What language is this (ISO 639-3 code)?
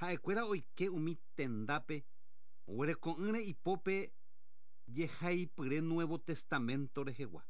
grn